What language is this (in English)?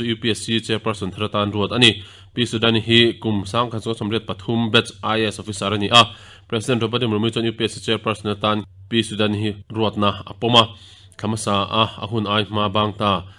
Mizo